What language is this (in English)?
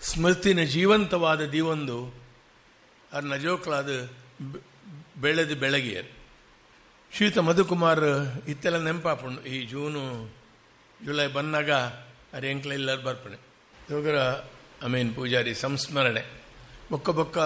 Tulu